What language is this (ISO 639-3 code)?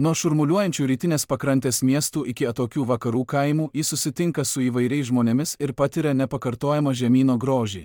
lit